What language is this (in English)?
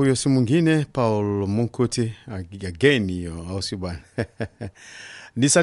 Swahili